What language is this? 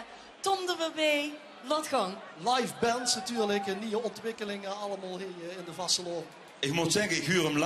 Limburgish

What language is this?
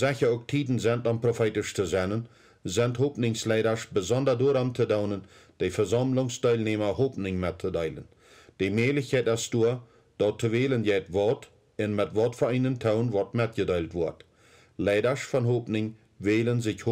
Plautdietsch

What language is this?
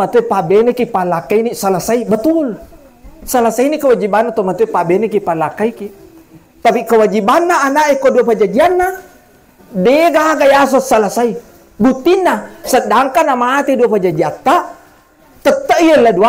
Buginese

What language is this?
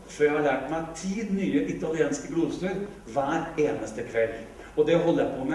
Norwegian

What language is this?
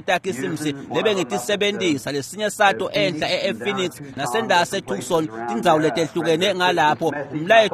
Swati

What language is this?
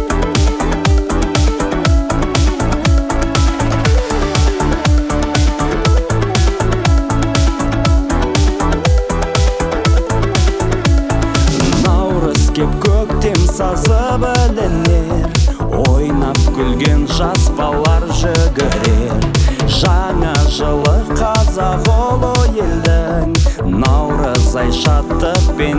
Kazakh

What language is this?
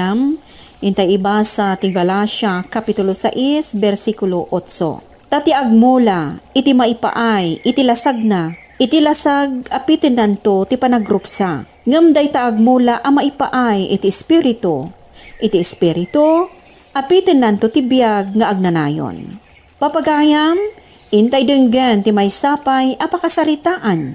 Iloko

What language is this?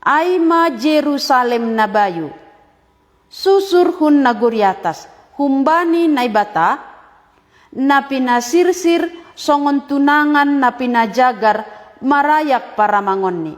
Batak Simalungun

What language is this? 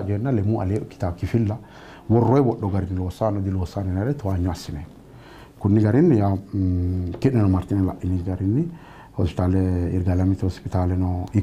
Sidamo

